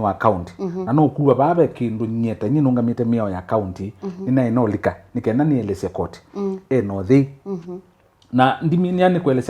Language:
Kamba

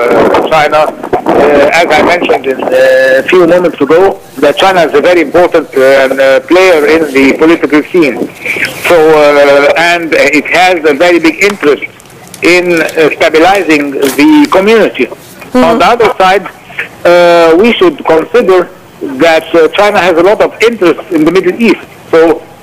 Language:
English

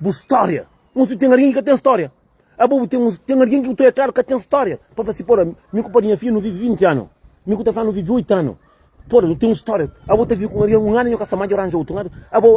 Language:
Kabuverdianu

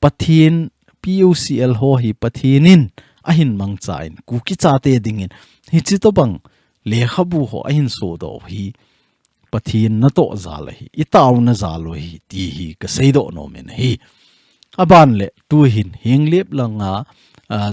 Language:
Thado Chin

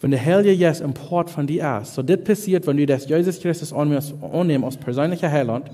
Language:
Plautdietsch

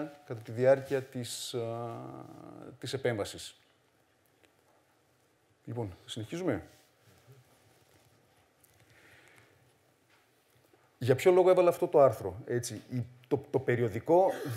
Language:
Greek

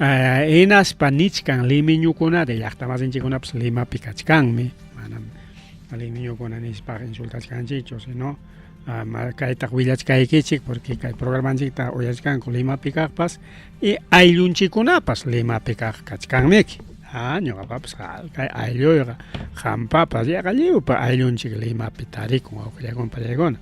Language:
Ayacucho Quechua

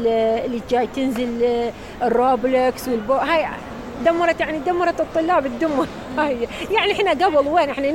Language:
Mesopotamian Arabic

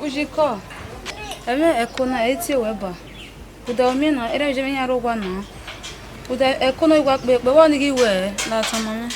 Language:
Bini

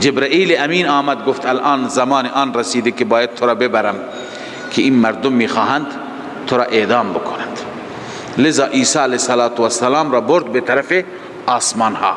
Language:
Persian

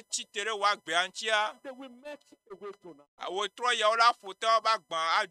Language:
Ewe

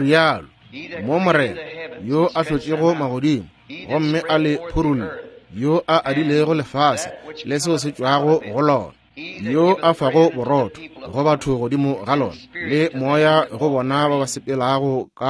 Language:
Northern Sotho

